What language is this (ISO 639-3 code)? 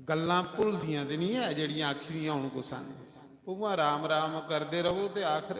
doi